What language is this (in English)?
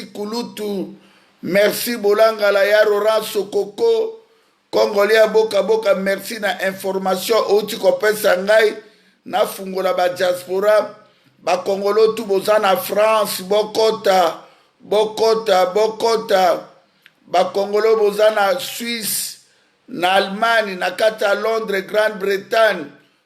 Lingala